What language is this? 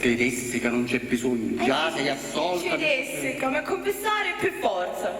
Sicilian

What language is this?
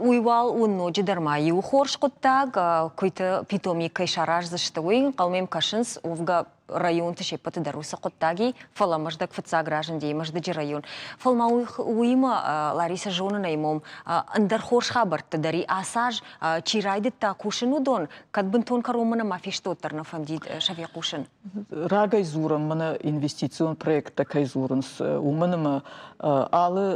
Ossetic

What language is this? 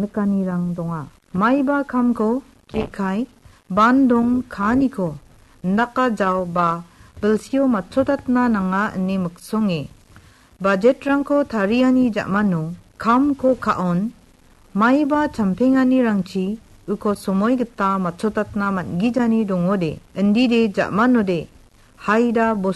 Garo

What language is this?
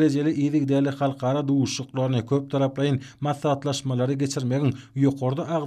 Turkmen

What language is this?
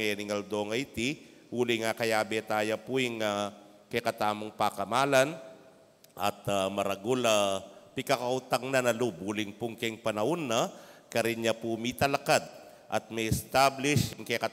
Pampanga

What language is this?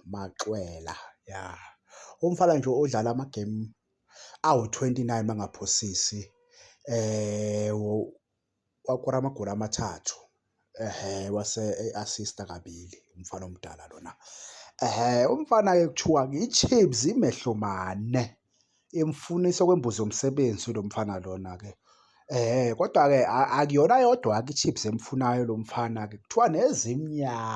Zulu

